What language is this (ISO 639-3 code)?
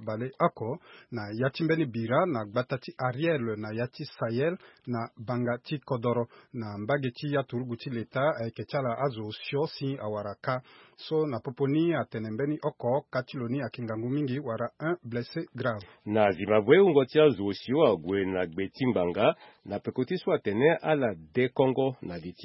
sag